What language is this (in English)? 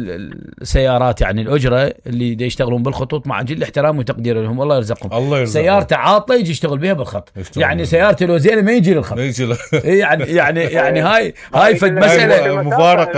Mesopotamian Arabic